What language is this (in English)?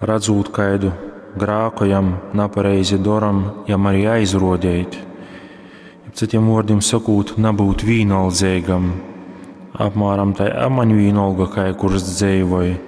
Latgalian